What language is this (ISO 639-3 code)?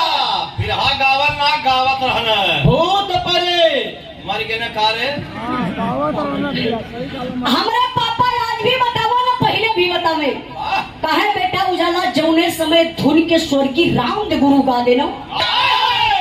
bho